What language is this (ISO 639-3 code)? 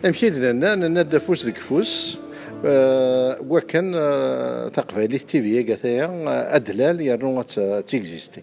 kab